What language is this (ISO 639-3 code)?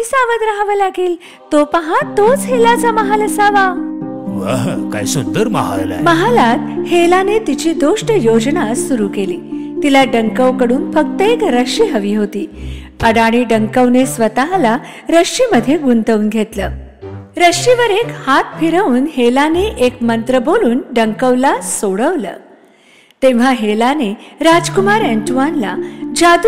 mar